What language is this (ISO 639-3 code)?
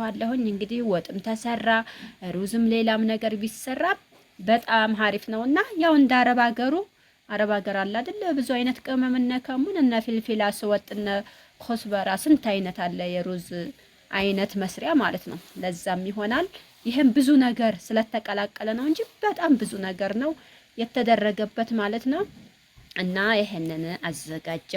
amh